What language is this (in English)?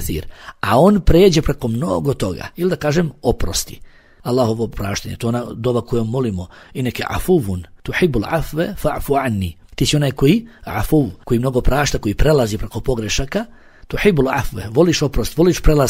Bosnian